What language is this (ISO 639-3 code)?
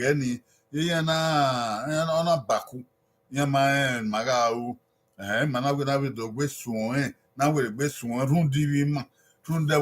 bin